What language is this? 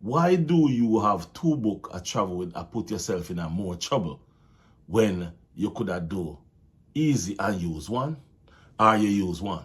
Jamaican Creole English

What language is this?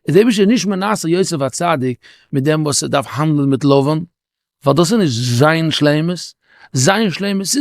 Yiddish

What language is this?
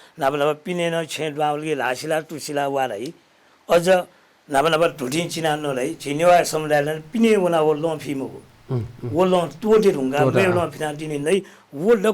Newari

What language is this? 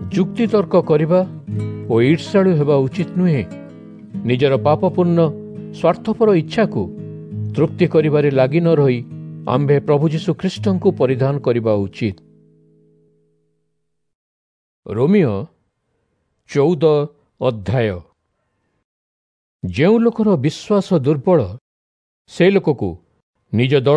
Odia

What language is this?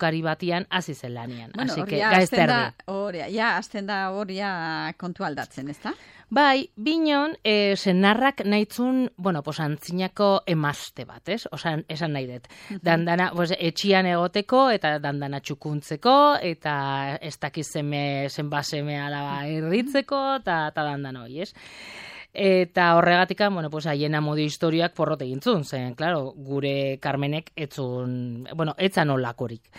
Basque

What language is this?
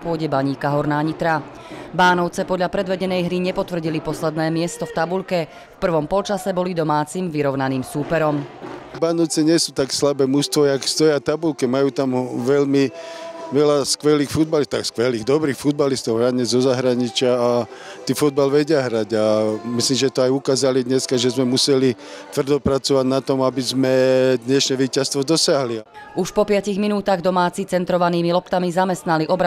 Slovak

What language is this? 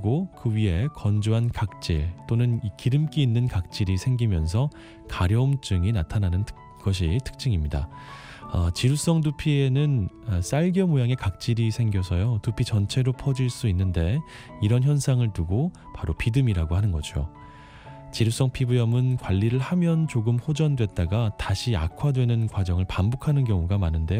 Korean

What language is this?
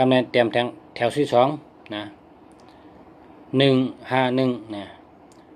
Shan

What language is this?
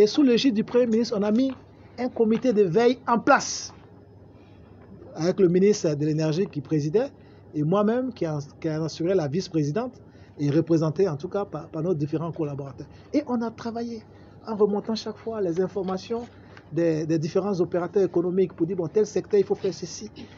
French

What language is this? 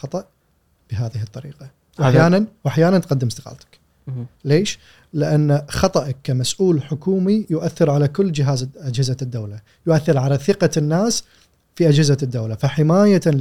Gulf Arabic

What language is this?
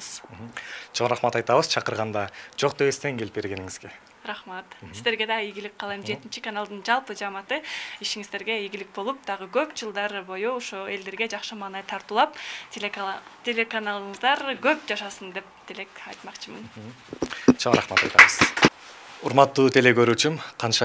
Kyrgyz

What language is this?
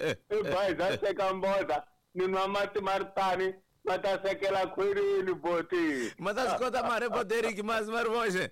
Tsonga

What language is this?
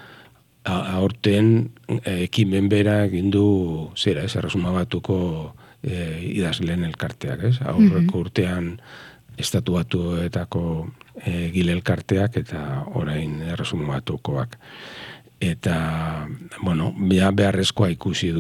Basque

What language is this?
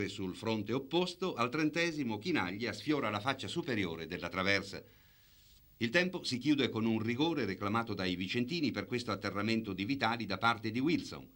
Italian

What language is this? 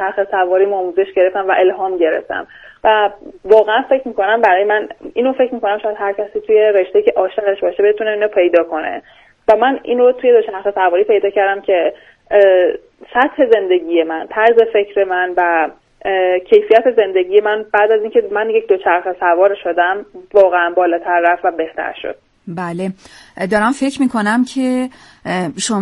Persian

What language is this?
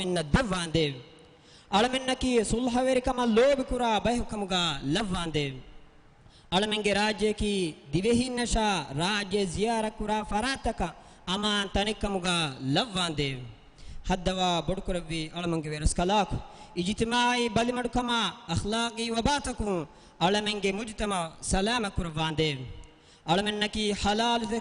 Divehi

